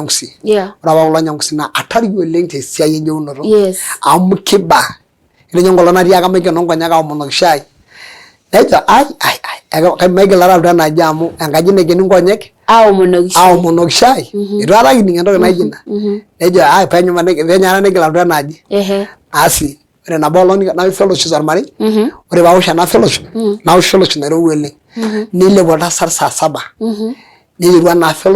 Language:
Masai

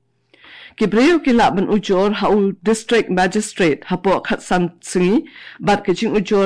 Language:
Khasi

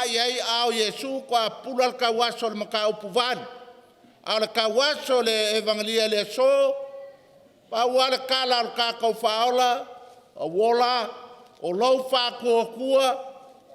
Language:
Samoan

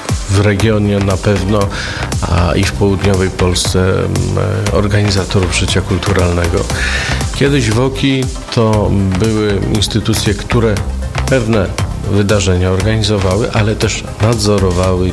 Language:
Polish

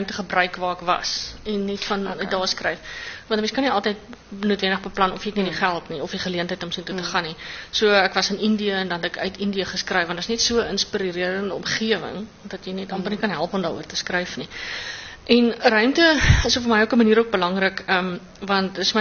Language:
Afrikaans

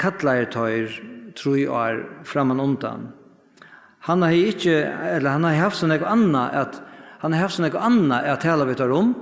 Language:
Faroese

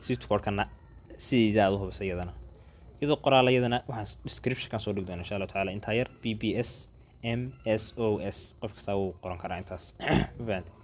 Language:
Somali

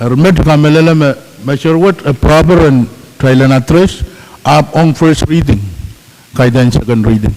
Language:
Pohnpeian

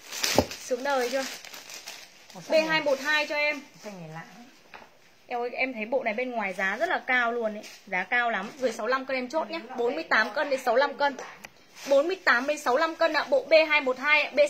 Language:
Vietnamese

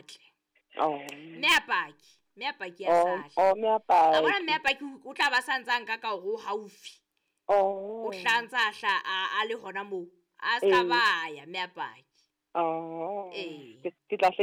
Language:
Southern Sotho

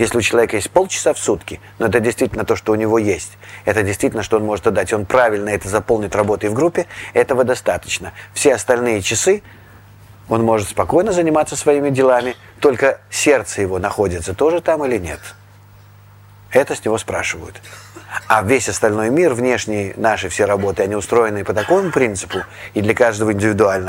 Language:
Russian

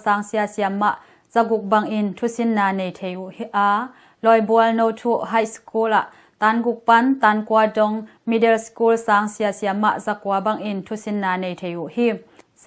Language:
Tedim Chin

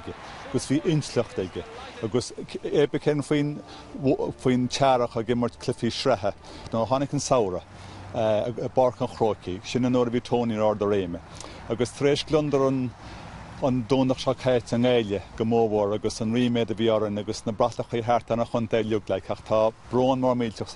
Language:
Irish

